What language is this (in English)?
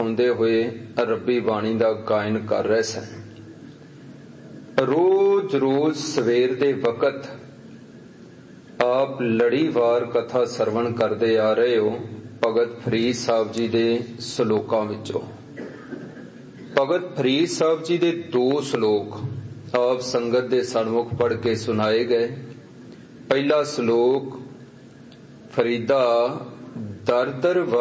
Punjabi